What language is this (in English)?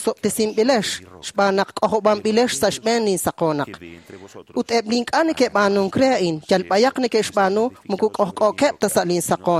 Kekchí